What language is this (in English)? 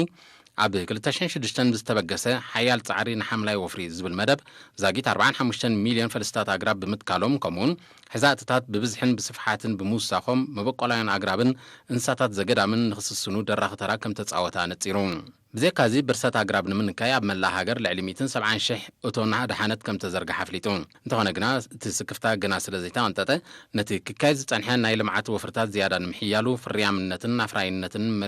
Tigrinya